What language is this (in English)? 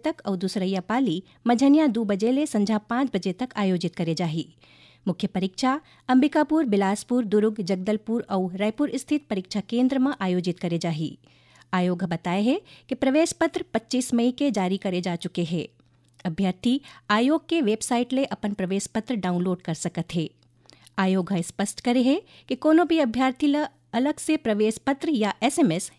Chhattisgarhi